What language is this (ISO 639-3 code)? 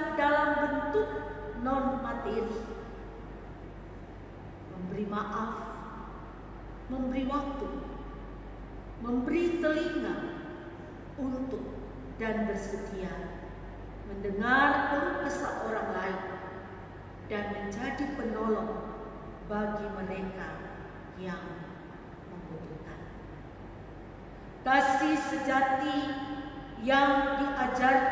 ind